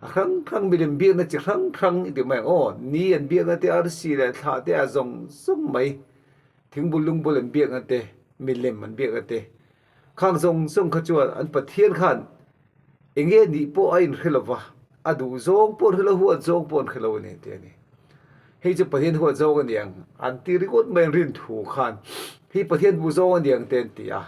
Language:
Mizo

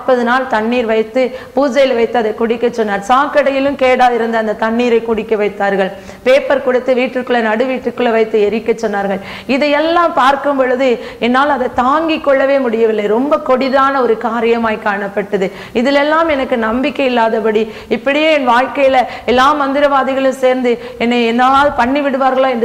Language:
Tamil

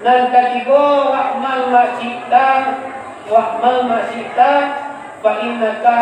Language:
Minangkabau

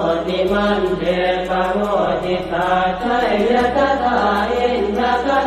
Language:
Pali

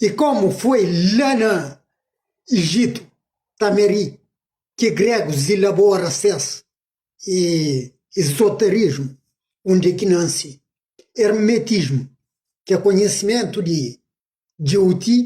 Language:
Kabuverdianu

